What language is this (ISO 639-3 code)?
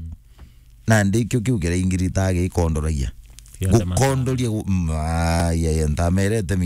mer